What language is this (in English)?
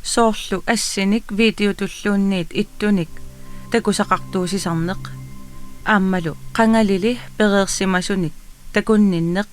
Kalaallisut